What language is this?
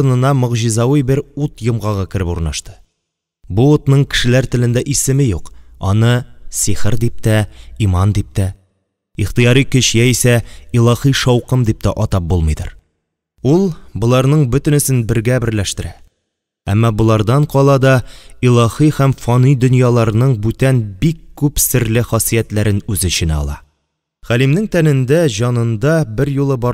Tatar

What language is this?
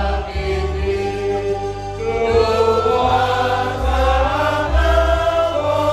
Batak Toba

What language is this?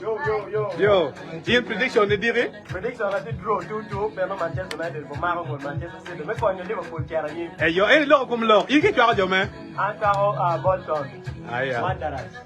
Acoli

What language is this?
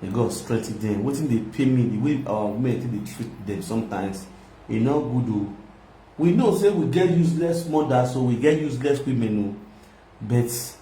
Nigerian Pidgin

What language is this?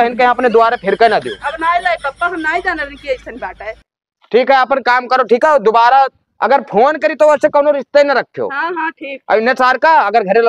Awadhi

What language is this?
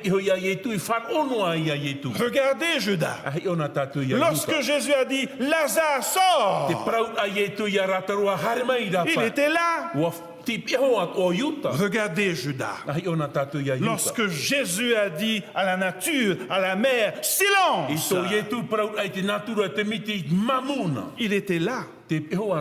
Tahitian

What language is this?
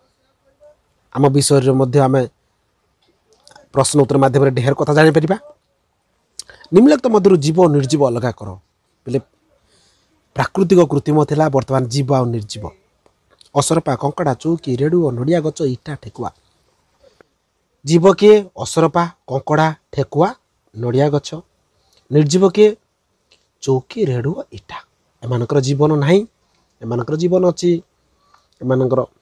Odia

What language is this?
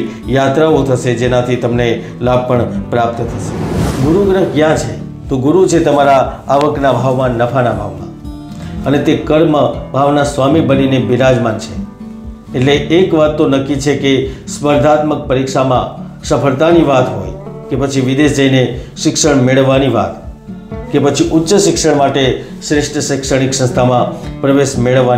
Gujarati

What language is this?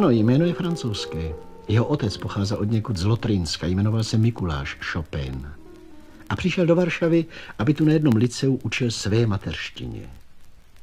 Czech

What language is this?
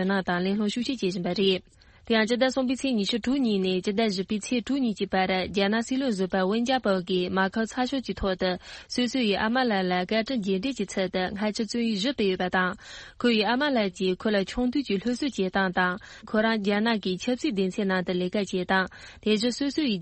Tibetan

